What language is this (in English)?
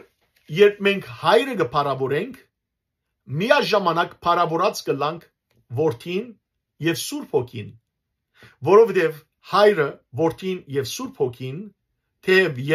Western Armenian